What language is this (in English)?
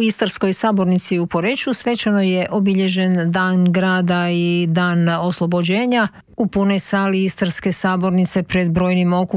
Croatian